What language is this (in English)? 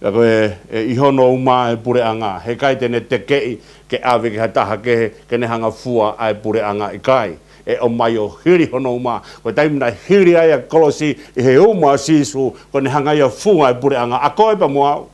Tongan